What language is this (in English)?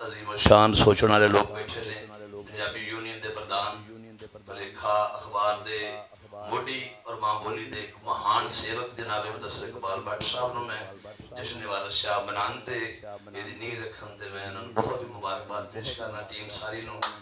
Western Panjabi